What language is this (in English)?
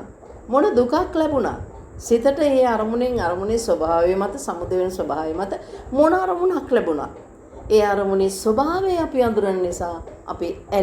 Sinhala